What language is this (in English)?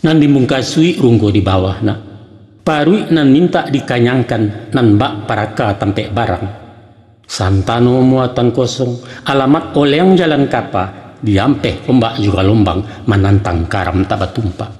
Minangkabau